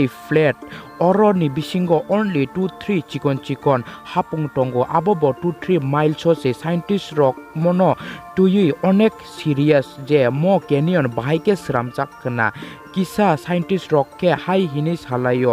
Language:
Kok Borok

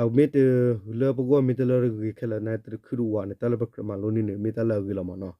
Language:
S'gaw Karen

